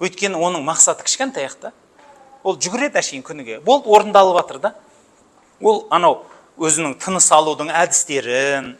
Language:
Kazakh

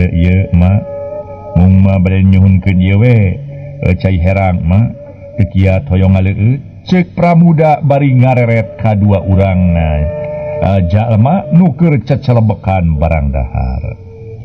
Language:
Sundanese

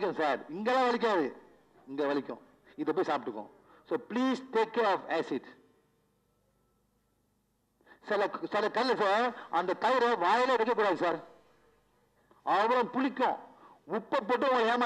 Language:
Tamil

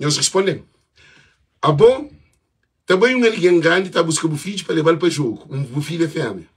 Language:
Kabuverdianu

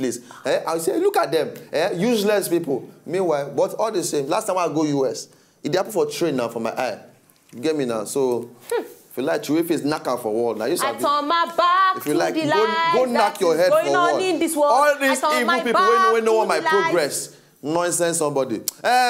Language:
Nigerian Pidgin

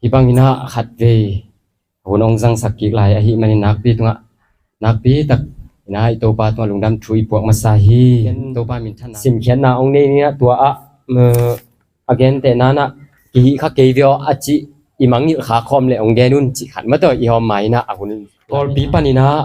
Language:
Tedim Chin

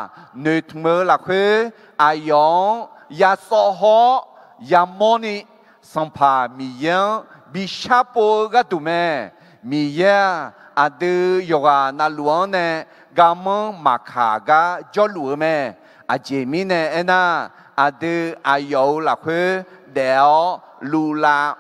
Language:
Akha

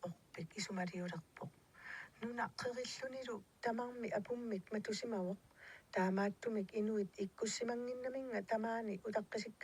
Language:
Kalaallisut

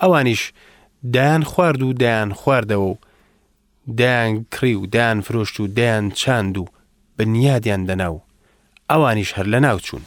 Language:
Central Kurdish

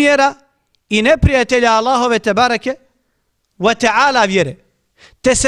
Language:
Bosnian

